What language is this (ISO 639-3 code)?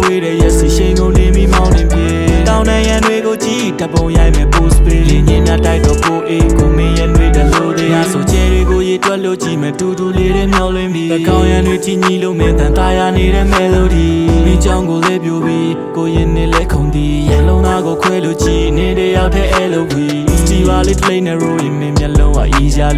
mya